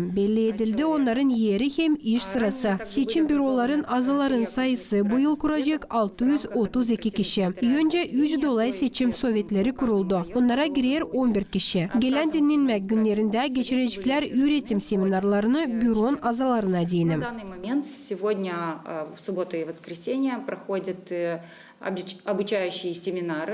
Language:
Gagauz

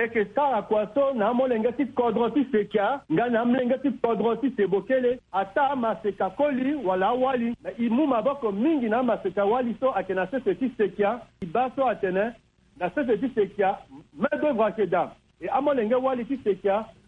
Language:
Sango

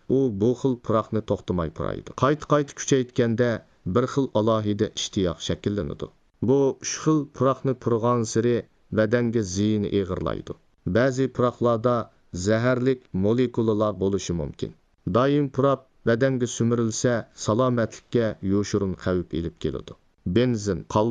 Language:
Uyghur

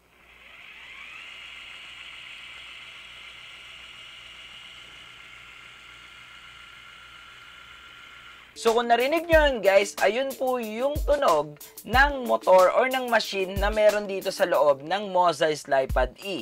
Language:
Filipino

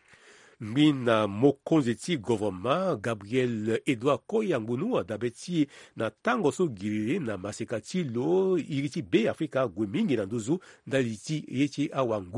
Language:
Sango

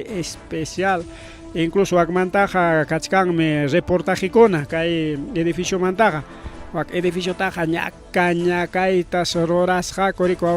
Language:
Ayacucho Quechua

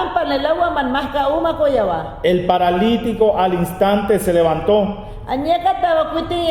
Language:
Mayangna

